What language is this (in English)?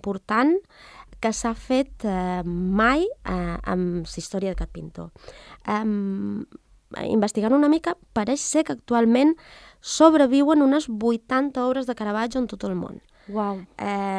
Catalan